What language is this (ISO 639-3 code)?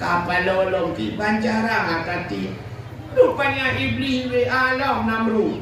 ace